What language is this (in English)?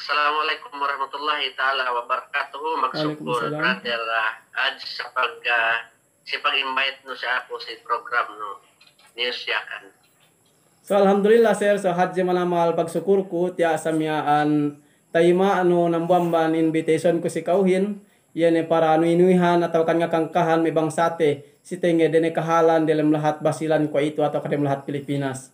Yakan